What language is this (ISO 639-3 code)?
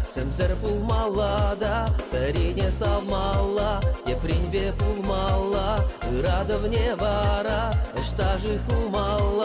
chv